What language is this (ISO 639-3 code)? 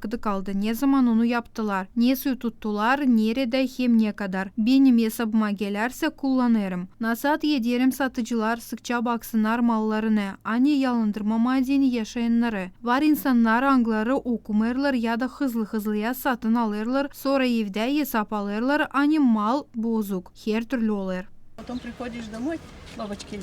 gag